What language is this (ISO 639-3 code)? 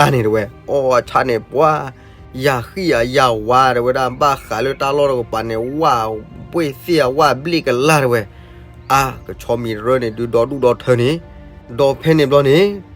ksw